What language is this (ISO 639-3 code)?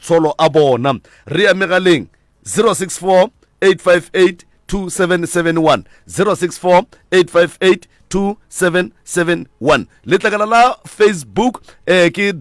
nso